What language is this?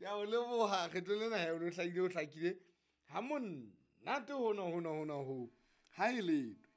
Southern Sotho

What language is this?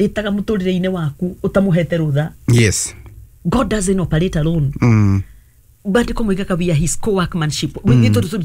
Kikuyu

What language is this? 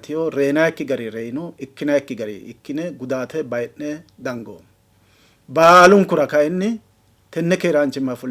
Sidamo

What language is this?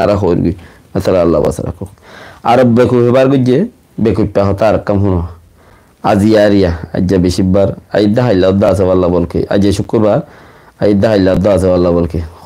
Rohingya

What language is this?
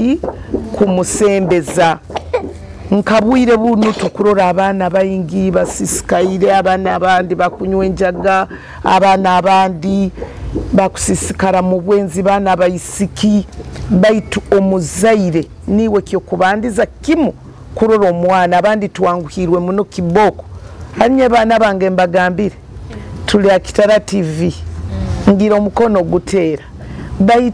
Nyoro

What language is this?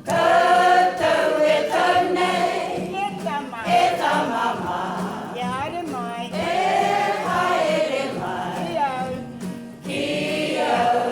Māori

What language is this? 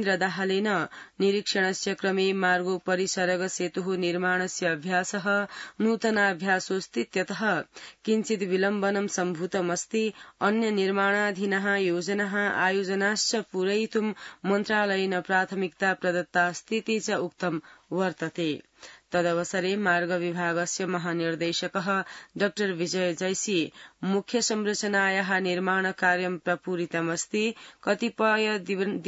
Sanskrit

